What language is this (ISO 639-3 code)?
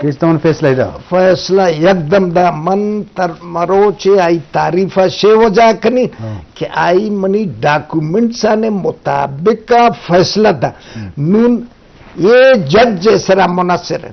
bgp